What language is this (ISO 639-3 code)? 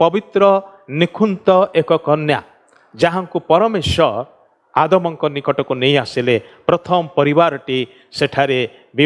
ori